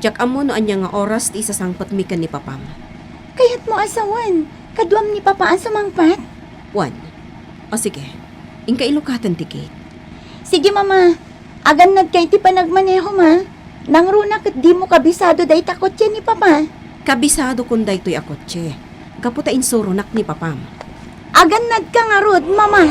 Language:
Iloko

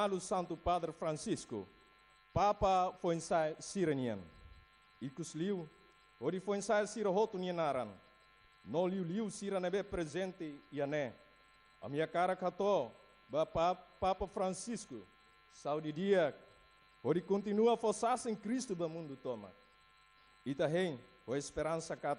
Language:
Tetum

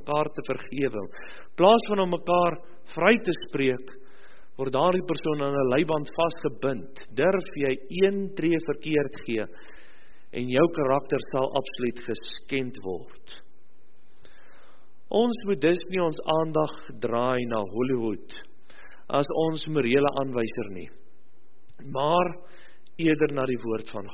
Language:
Afrikaans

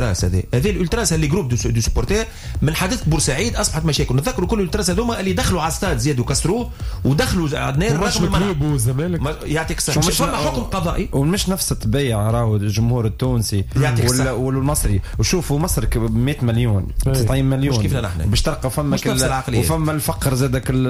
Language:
Tunisian Arabic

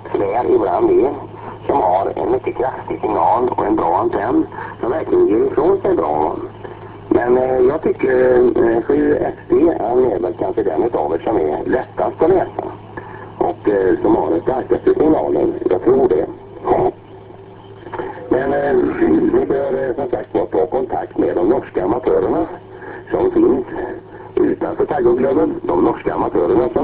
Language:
Swedish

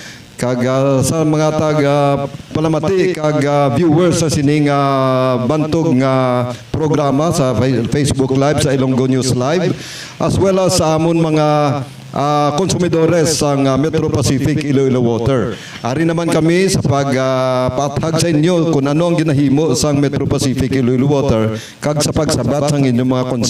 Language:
Hiligaynon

